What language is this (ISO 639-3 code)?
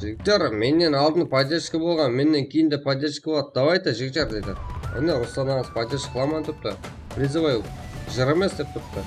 kaa